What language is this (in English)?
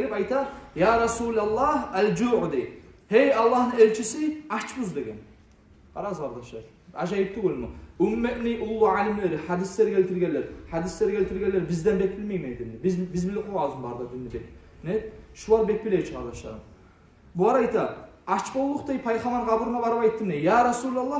Kumyk